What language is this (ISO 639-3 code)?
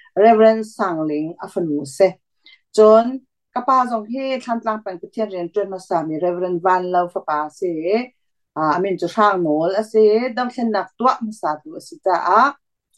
cnh